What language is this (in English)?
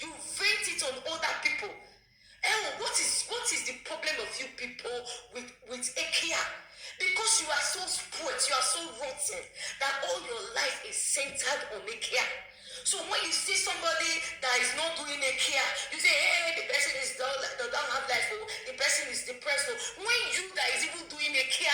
Nigerian Pidgin